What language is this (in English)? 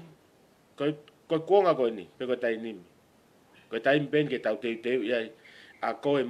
Tongan